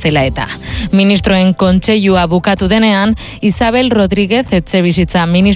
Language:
Basque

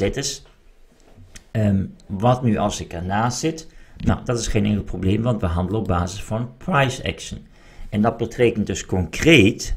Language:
Dutch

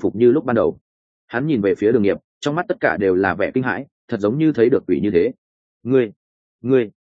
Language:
Vietnamese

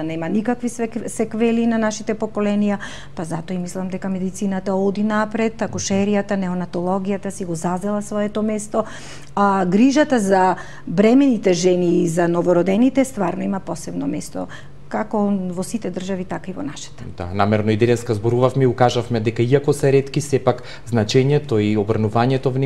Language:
Macedonian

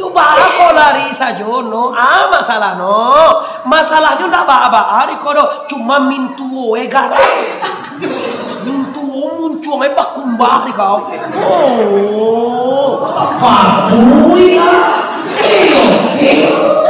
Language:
Minangkabau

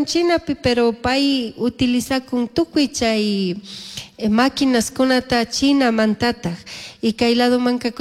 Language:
Chimborazo Highland Quichua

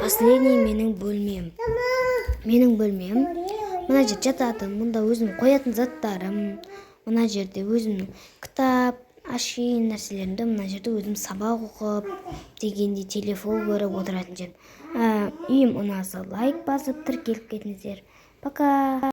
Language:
Kazakh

